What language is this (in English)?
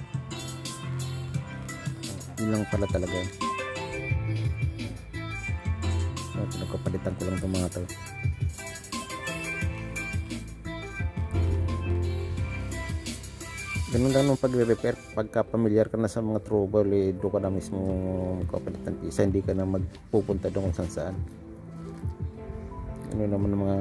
Filipino